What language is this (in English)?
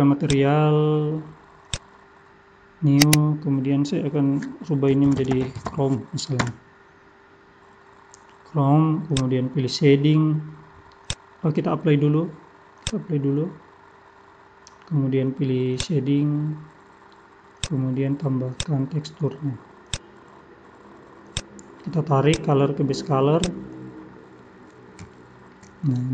Indonesian